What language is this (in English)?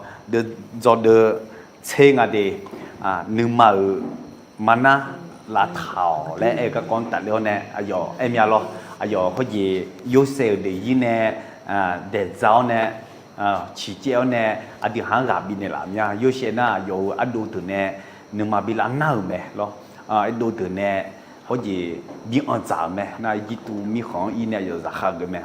Akha